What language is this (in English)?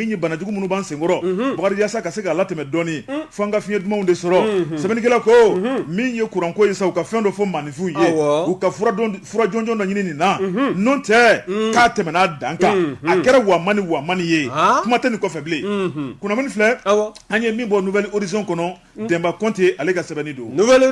Bambara